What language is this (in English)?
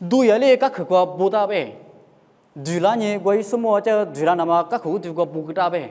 Lisu